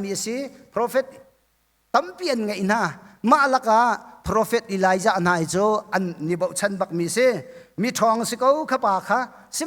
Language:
Hakha Chin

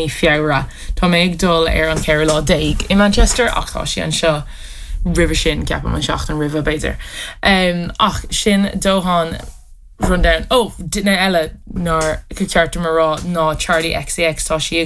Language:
Irish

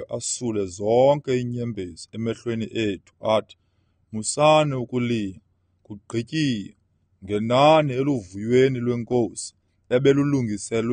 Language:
Xhosa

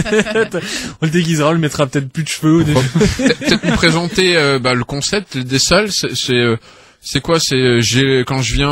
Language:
French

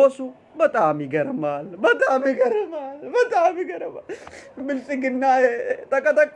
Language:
Oromo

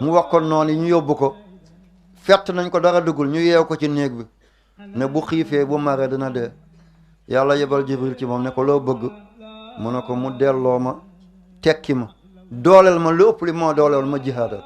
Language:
Wolof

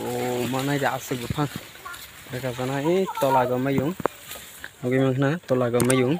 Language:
Kok Borok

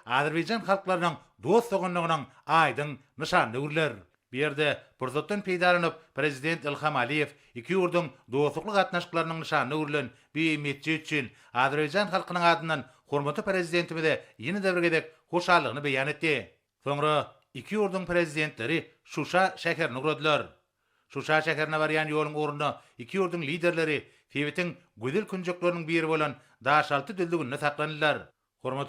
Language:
Turkmen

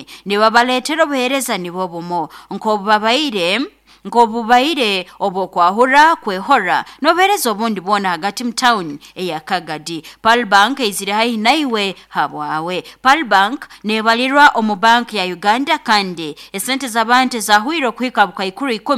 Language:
Nyoro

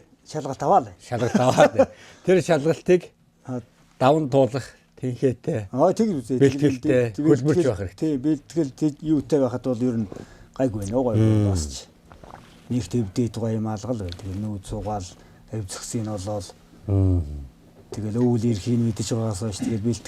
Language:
Mongolian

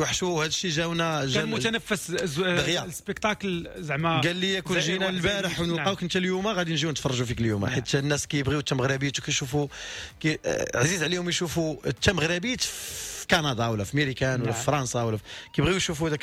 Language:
Moroccan Arabic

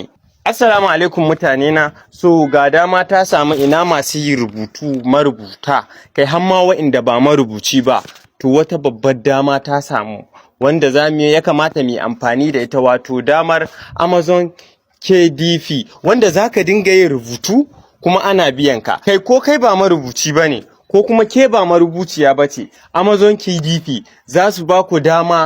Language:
Hausa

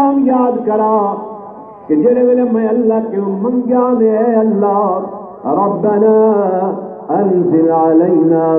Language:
Saraiki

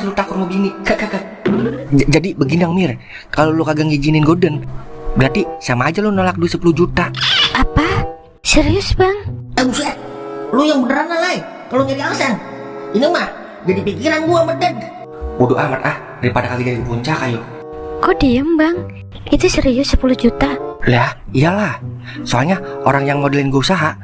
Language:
Betawi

